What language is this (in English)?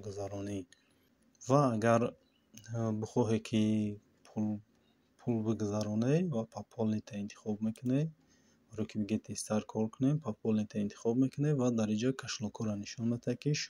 Tajik